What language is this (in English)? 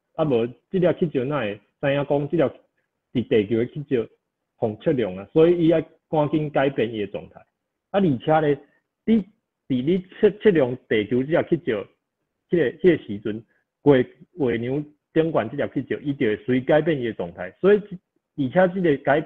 Min Nan Chinese